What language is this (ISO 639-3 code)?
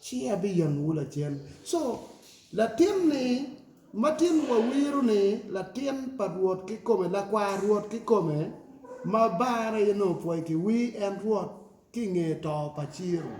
ach